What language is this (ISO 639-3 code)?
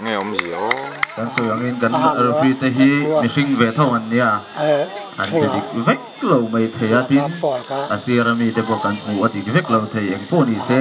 lus